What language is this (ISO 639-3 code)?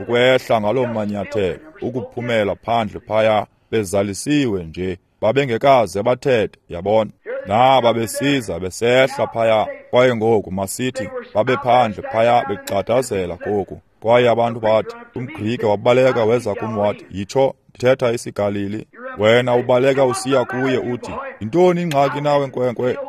xho